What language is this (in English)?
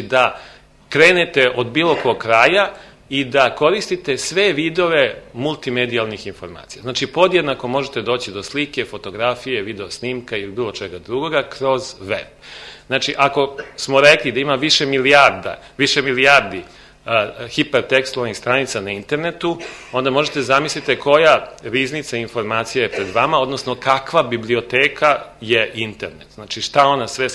Serbian